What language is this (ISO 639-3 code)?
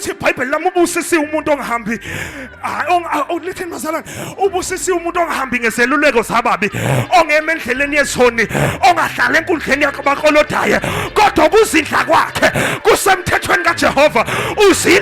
zul